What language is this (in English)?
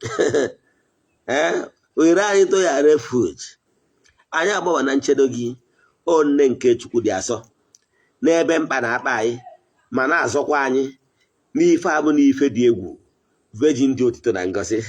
Igbo